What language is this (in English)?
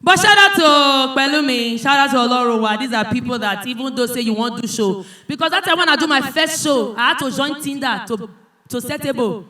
Nigerian Pidgin